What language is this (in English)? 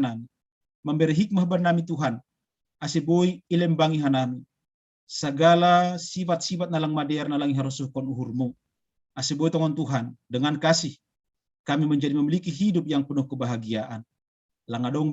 Batak Simalungun